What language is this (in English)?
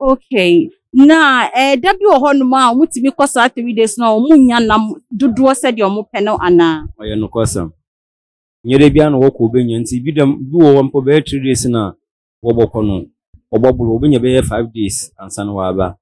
Akan